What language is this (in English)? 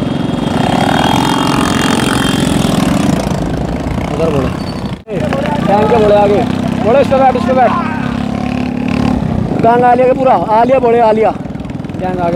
Hindi